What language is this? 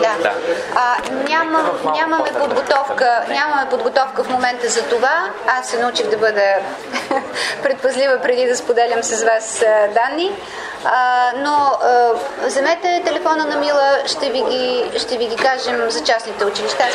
Bulgarian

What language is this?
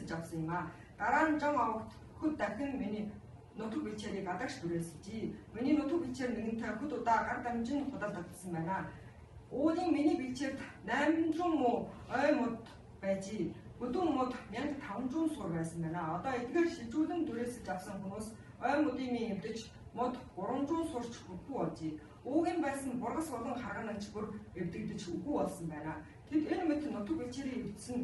Mongolian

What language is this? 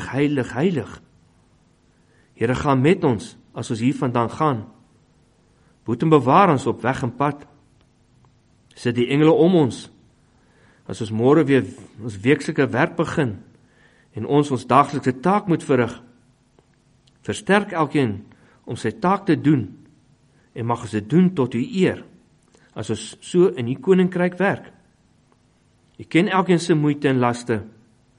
Afrikaans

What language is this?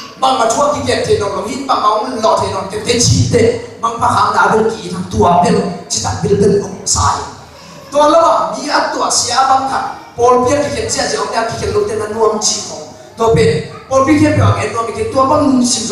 Tedim Chin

